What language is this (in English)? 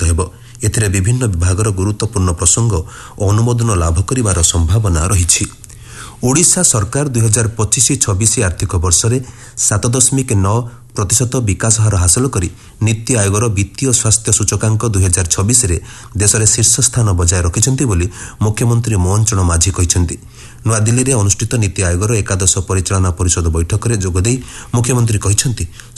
Odia